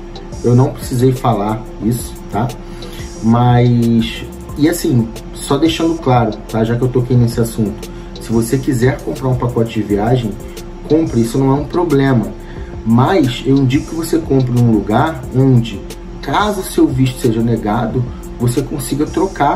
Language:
Portuguese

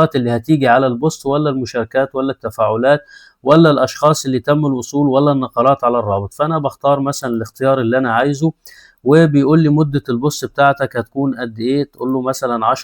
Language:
Egyptian Arabic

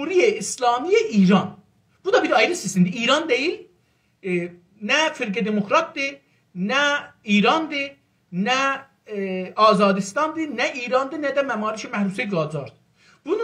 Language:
South Azerbaijani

